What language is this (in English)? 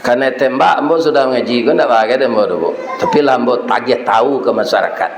Minangkabau